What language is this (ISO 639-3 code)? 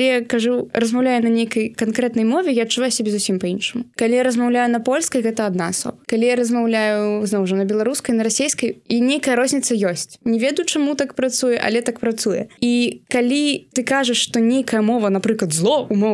bel